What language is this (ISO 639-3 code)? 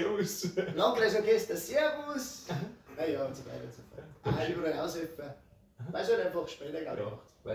bar